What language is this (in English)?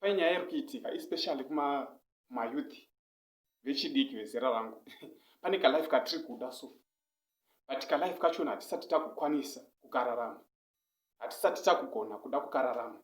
Shona